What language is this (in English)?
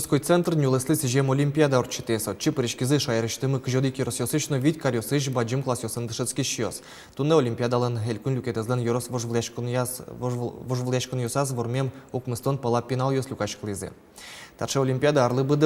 Udmurt